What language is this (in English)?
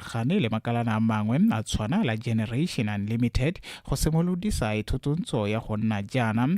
Tswana